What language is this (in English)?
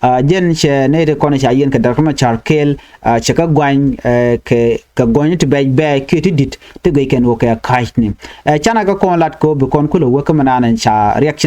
Nuer